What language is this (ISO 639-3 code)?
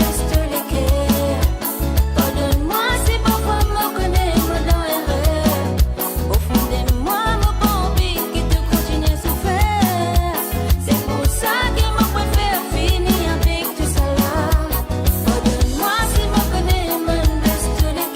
mfe